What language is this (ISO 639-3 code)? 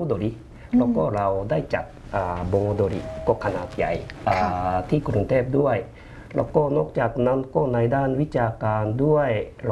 tha